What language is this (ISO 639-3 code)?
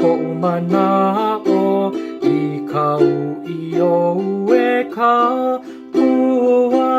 haw